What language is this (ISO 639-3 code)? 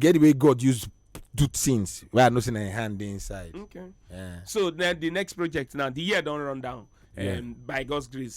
pcm